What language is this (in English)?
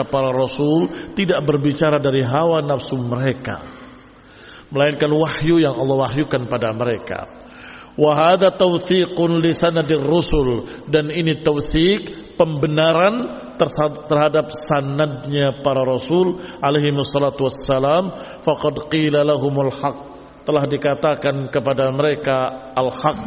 Indonesian